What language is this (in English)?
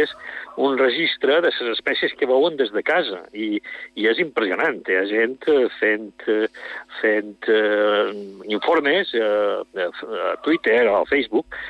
Catalan